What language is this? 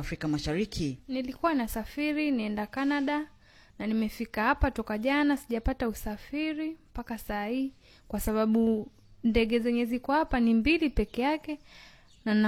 Swahili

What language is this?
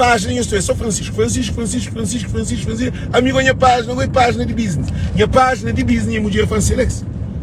Kabuverdianu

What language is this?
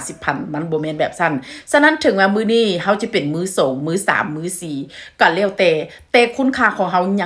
Lao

